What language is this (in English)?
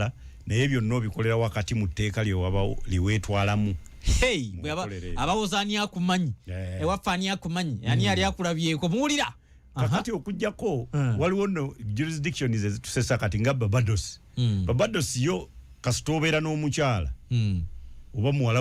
Ganda